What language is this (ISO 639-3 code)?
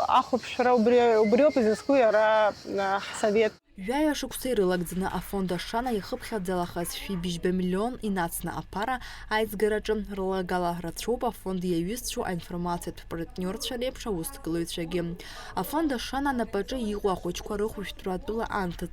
abk